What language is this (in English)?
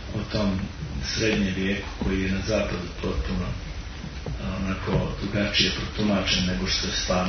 Croatian